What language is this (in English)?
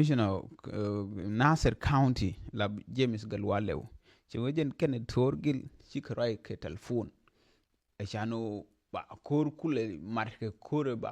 Nuer